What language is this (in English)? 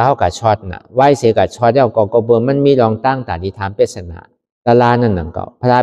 Shan